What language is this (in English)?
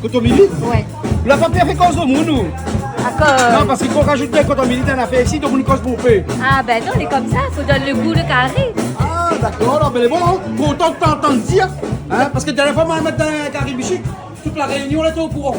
Réunion Creole French